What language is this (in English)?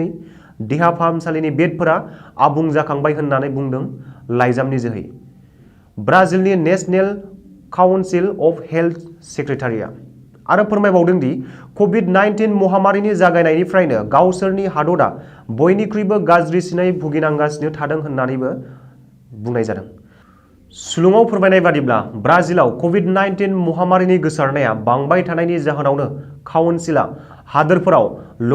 Bodo